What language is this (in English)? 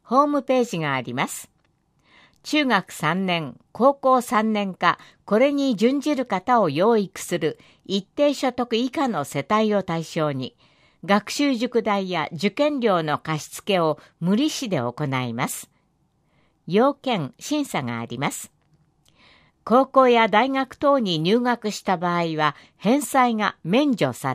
Japanese